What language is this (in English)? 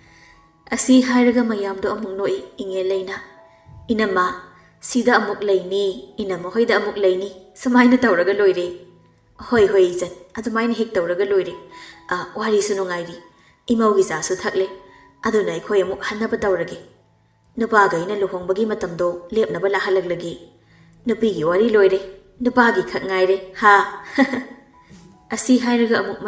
Manipuri